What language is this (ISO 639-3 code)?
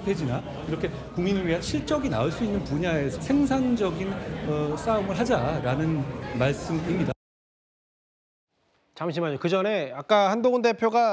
kor